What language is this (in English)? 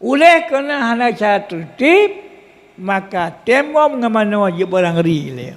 Achinese